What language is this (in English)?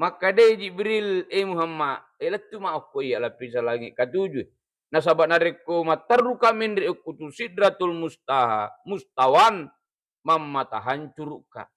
Buginese